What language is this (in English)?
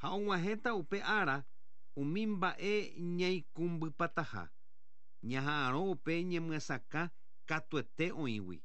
Guarani